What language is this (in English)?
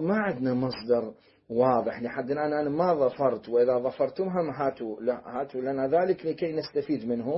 Mesopotamian Arabic